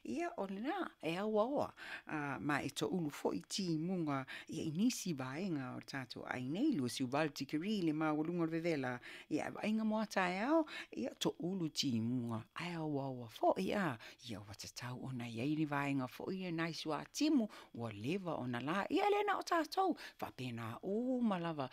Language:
Samoan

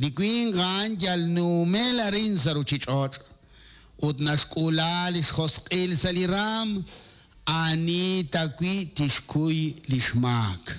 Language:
Kekchí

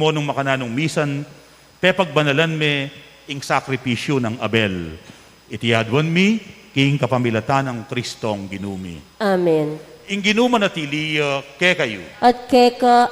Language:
Pampanga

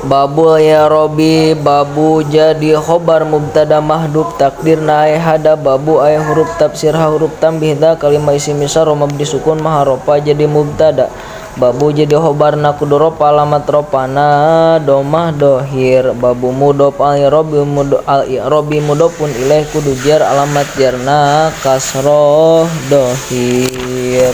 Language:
Sundanese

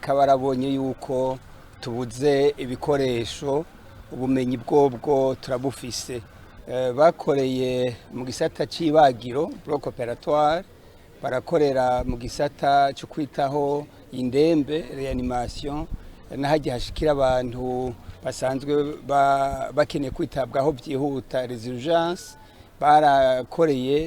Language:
Rundi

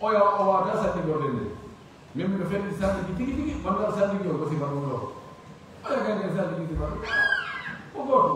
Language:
Pular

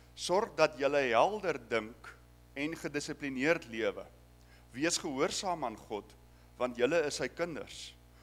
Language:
Afrikaans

